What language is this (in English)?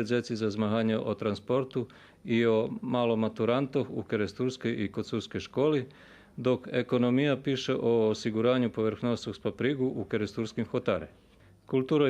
Rusyn